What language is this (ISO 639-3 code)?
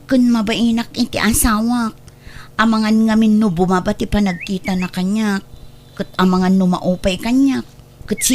ilo